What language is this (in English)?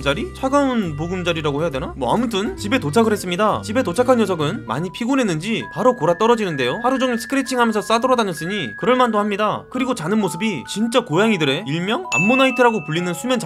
Korean